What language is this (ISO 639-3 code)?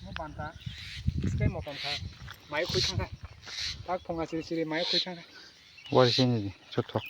trp